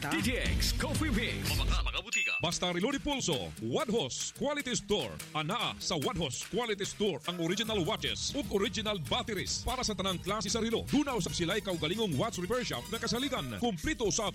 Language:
Cebuano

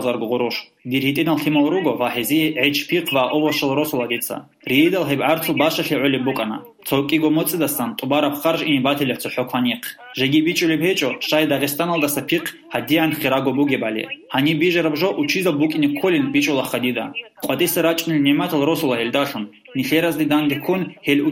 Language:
Avaric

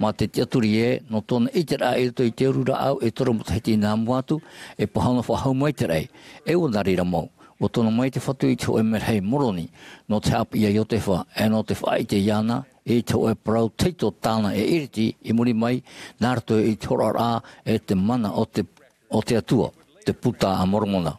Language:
Tahitian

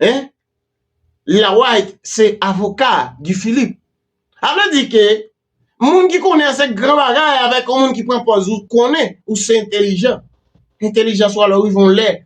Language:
Haitian Creole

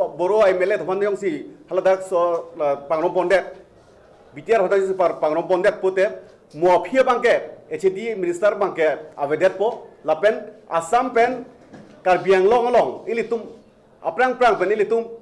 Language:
Karbi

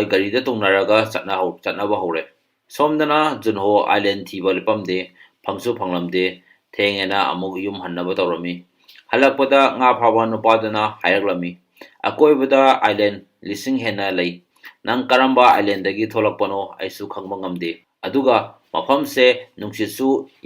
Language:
Manipuri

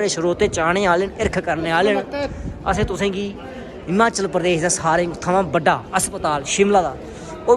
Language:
Dogri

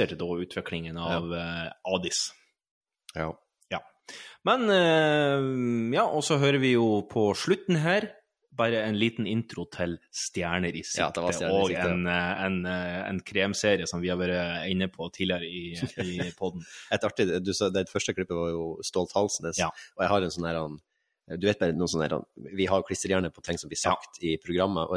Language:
Norwegian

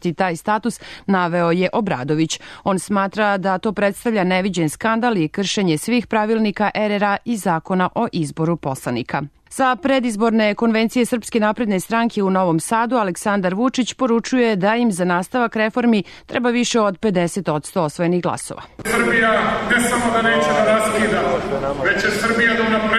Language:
Serbian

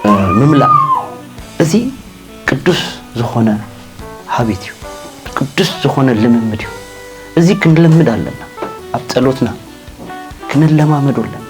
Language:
Tigrinya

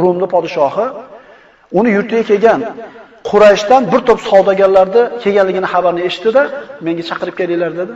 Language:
Uzbek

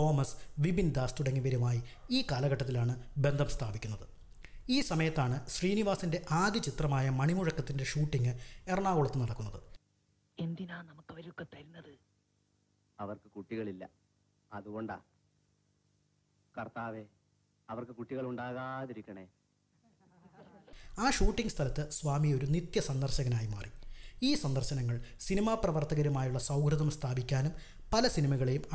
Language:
Malayalam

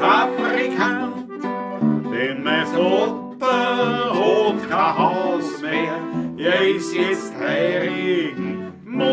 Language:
Bavarian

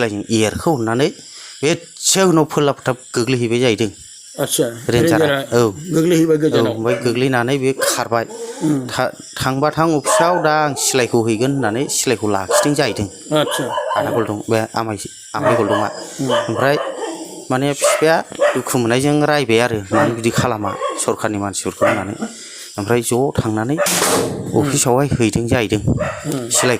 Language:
Bodo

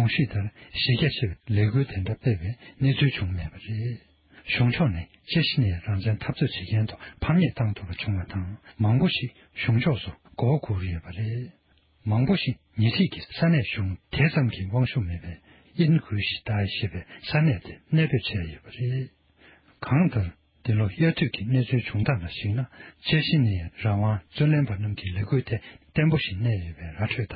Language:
Tibetan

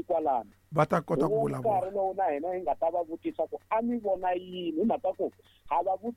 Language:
Tsonga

